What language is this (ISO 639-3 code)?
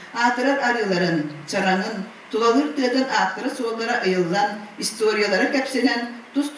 sah